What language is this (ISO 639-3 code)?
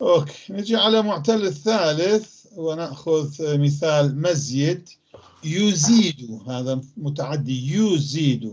apc